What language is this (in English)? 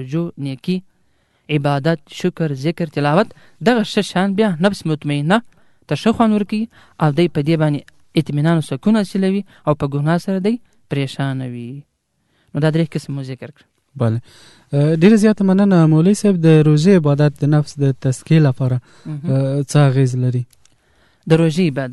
Pashto